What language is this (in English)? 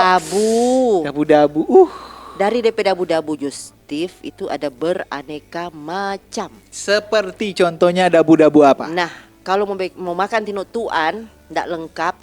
Manado Malay